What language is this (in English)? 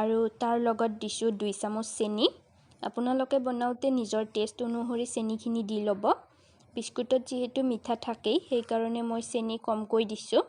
Assamese